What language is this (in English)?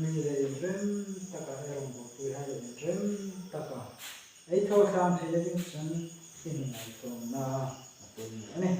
Hmar